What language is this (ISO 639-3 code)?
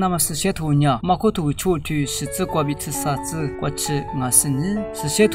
lis